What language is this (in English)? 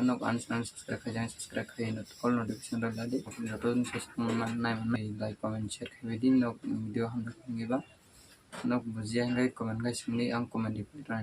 Kok Borok